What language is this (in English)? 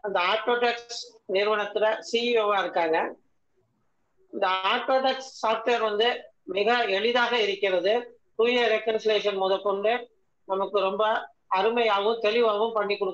Tamil